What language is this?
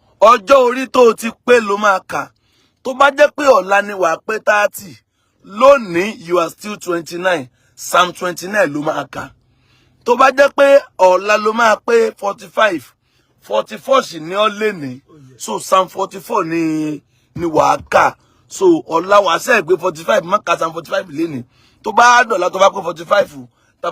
Yoruba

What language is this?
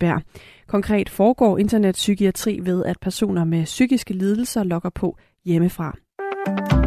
Danish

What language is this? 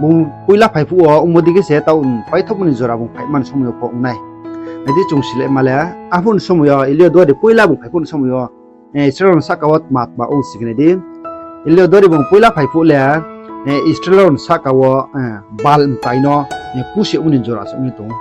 Riang (India)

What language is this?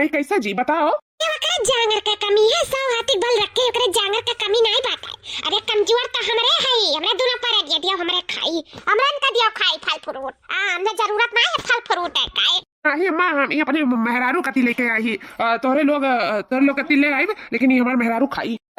Awadhi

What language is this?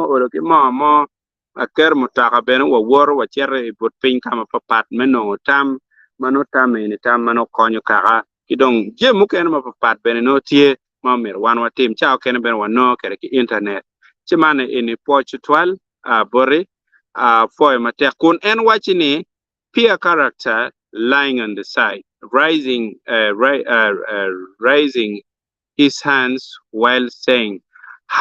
Acoli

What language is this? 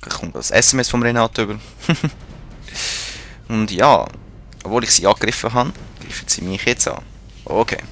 Swiss German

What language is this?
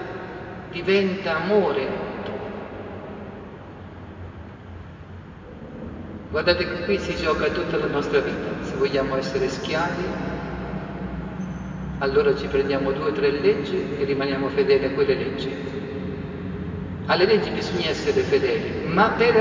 Italian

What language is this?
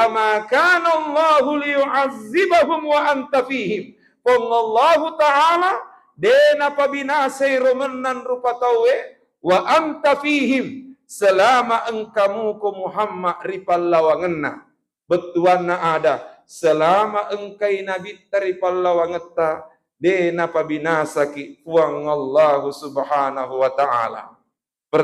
Buginese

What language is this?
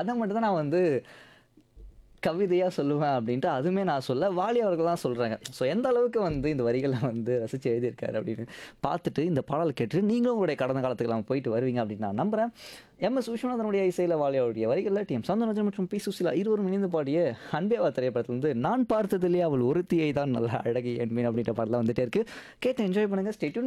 Tamil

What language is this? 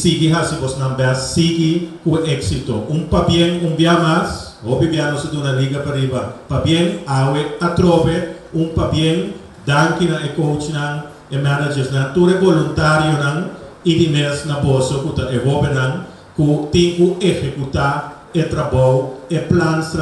Papiamento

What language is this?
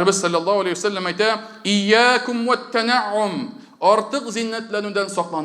Tatar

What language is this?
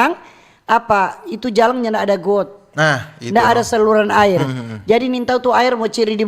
Manado Malay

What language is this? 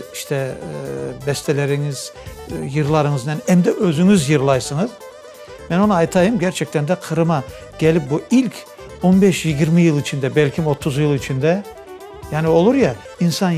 Crimean Tatar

